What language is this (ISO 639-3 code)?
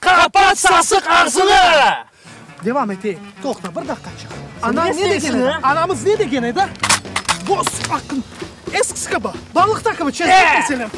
crh